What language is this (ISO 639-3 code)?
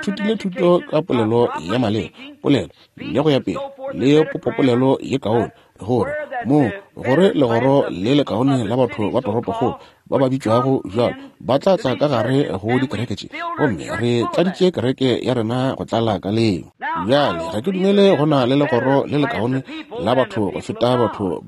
nso